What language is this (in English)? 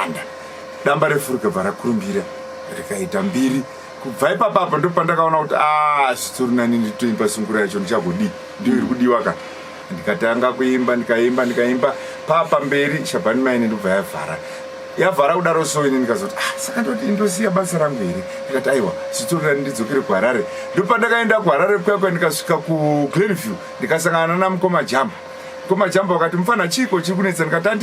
Shona